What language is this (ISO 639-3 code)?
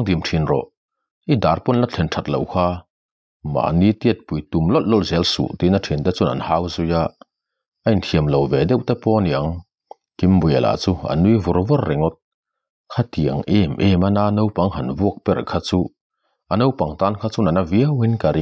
lus